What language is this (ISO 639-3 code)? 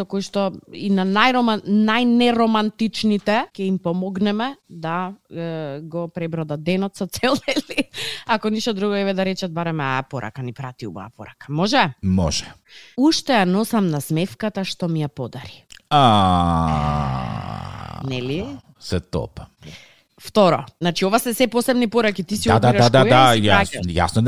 mkd